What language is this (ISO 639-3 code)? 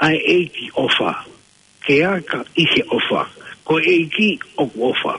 ton